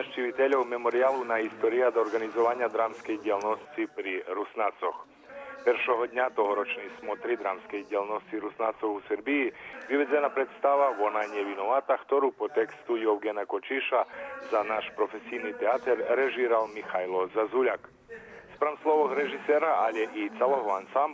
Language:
Rusyn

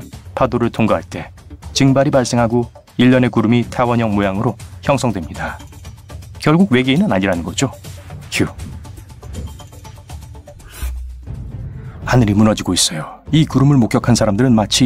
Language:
Korean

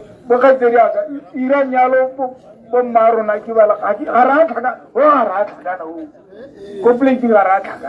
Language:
Tswana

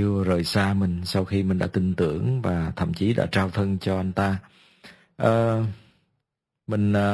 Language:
Vietnamese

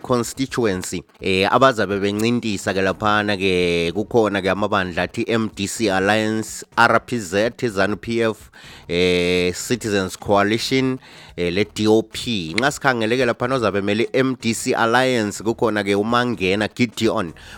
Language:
North Ndebele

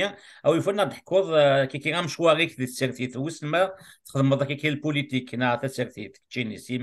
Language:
Kabyle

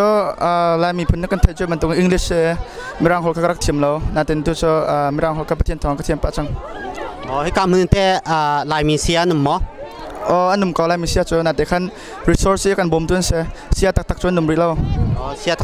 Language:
Hakha Chin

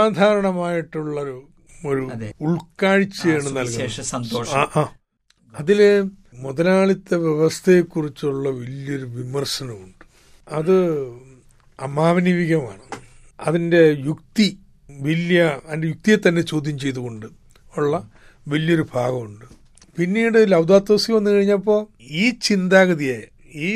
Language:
Malayalam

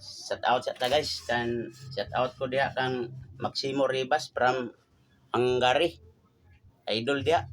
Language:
Cebuano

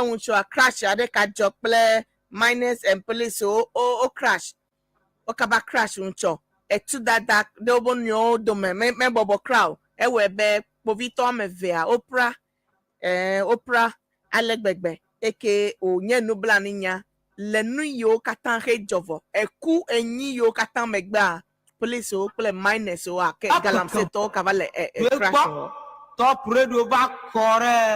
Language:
Ewe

